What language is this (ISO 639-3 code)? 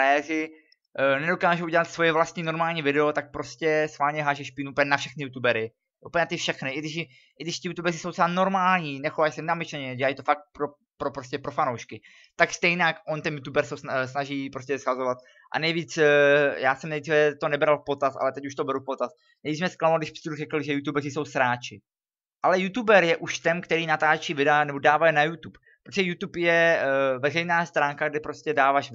ces